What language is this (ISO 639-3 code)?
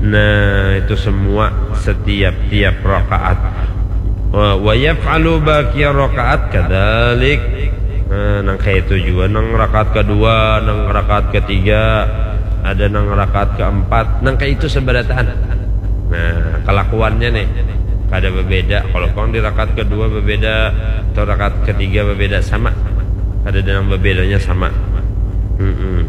bjn